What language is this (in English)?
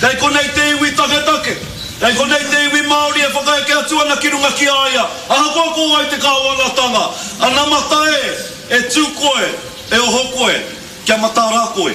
Māori